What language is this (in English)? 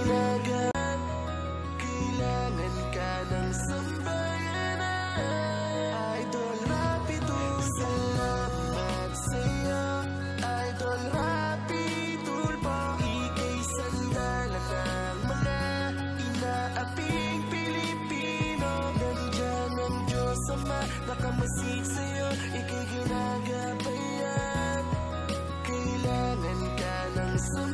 Filipino